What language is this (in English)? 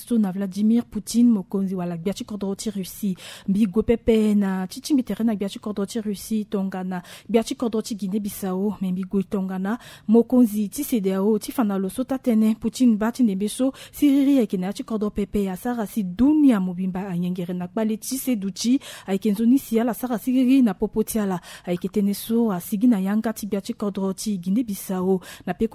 Sango